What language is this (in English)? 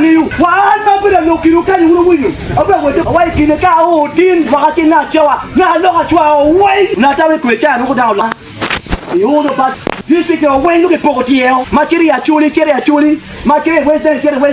Acoli